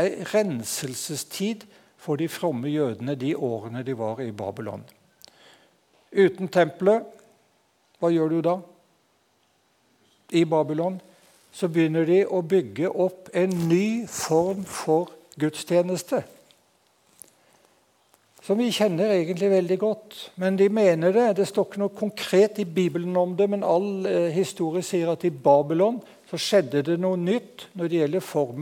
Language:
Norwegian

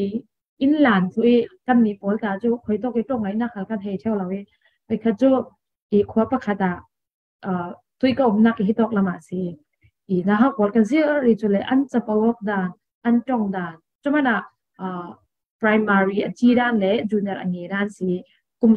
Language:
Falam Chin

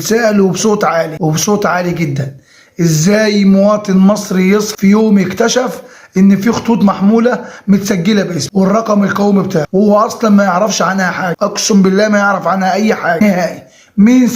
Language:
Egyptian Arabic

